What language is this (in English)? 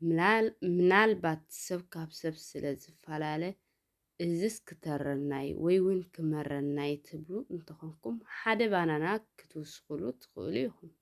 Tigrinya